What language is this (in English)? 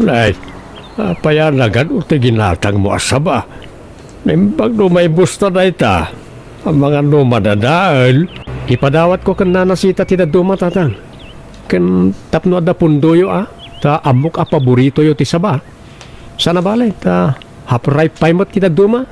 Iloko